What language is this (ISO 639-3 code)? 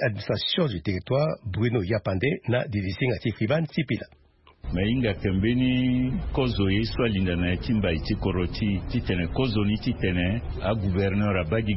sag